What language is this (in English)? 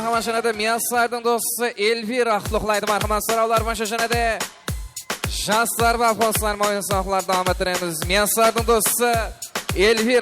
Kara-Kalpak